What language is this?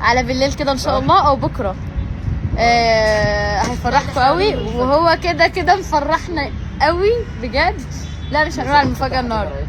Egyptian Arabic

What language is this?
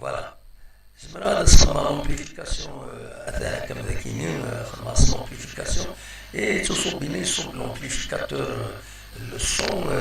Kabyle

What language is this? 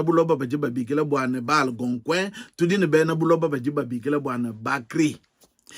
Luba-Lulua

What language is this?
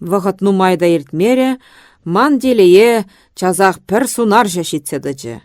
Chuvash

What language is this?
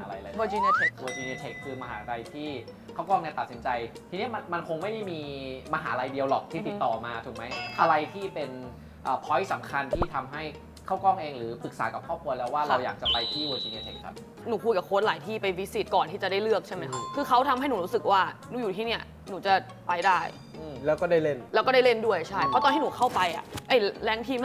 Thai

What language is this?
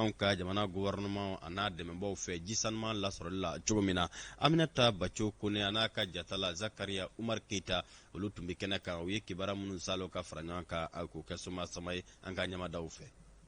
Bambara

